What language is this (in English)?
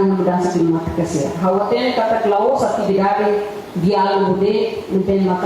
Tetum